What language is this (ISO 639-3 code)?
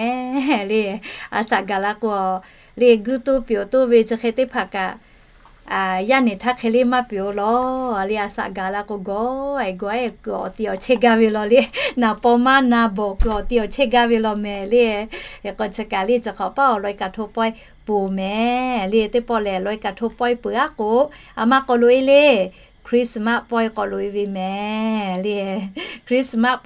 lhu